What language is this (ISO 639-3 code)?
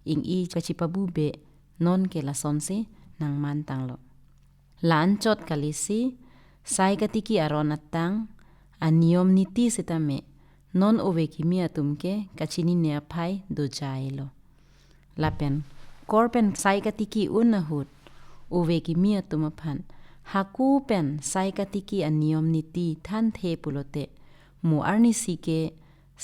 mjw